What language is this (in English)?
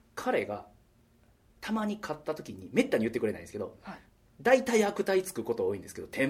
Japanese